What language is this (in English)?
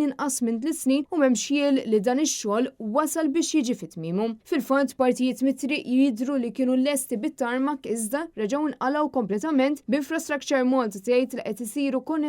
Maltese